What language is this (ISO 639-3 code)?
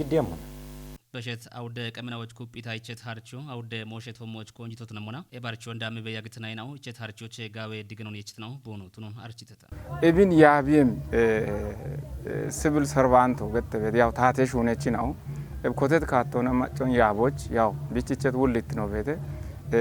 kbr